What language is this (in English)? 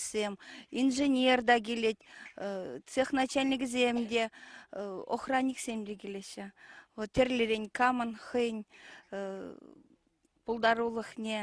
Chuvash